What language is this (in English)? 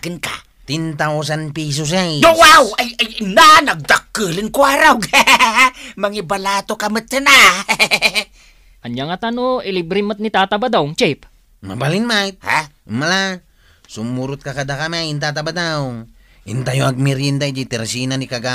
Iloko